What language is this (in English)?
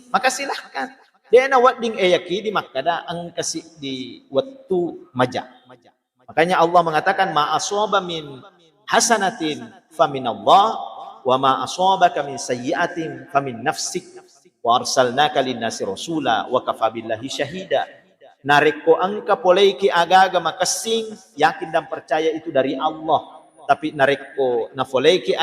Buginese